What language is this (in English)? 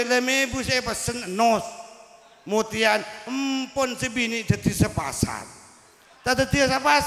Madurese